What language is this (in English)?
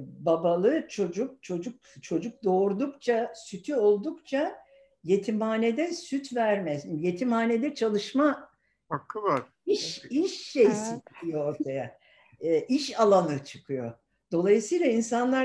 Turkish